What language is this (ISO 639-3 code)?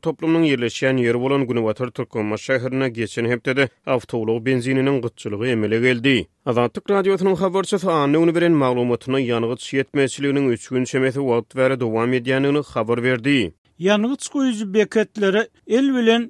tuk